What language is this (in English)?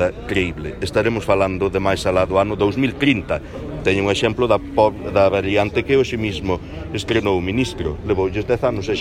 Galician